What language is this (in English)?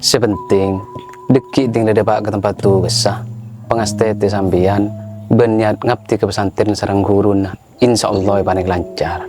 Madurese